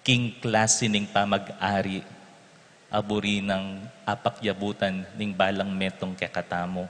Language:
Pampanga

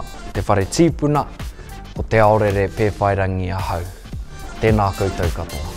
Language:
Māori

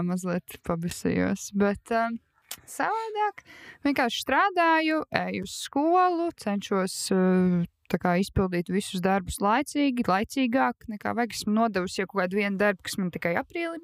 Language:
Latvian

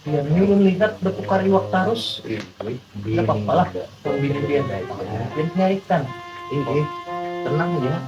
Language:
Banjar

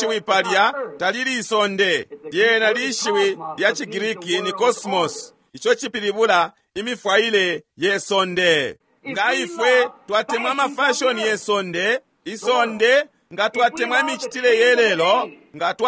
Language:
Bemba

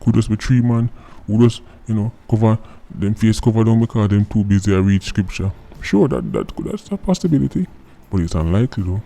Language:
Jamaican Creole English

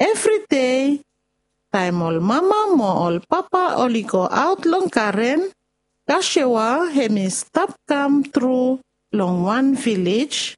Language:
Bislama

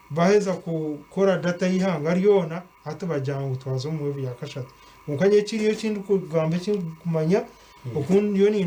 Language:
Nyankole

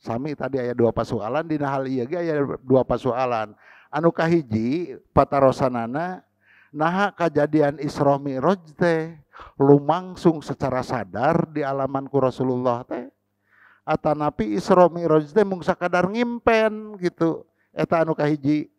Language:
Sundanese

